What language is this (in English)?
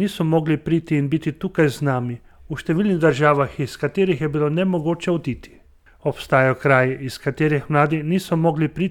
Slovenian